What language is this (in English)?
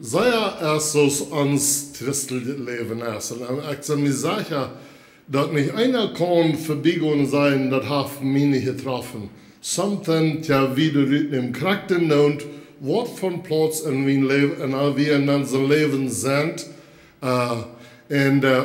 Plautdietsch